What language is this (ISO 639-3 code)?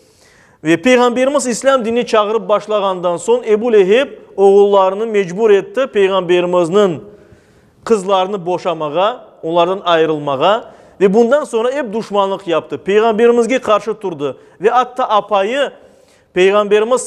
crh